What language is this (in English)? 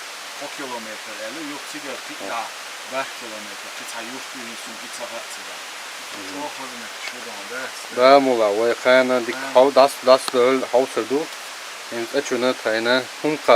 Chechen